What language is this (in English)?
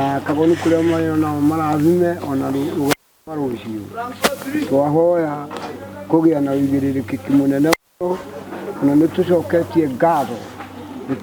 Kikuyu